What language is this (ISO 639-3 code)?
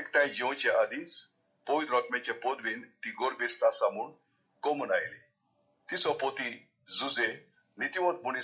kok